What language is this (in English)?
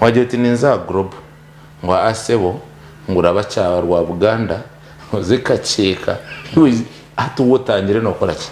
Nyankole